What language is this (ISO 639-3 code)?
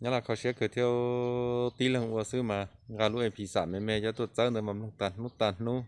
hmn